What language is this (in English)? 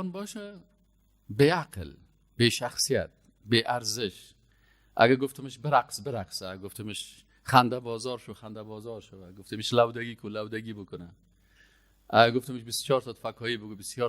Persian